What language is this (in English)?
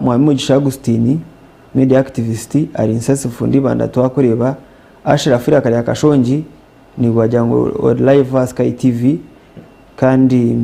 Nyankole